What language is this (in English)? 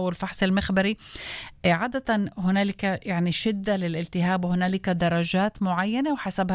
North Levantine Arabic